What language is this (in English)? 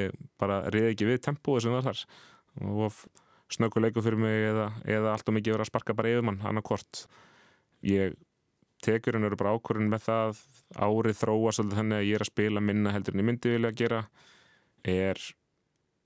Icelandic